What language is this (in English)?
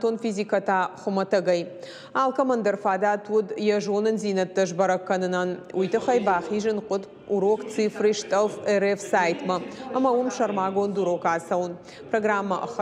Ossetic